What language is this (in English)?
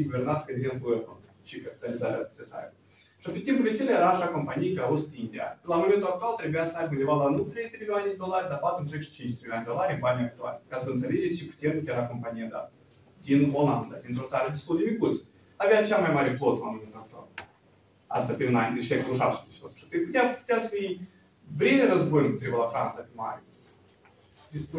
Romanian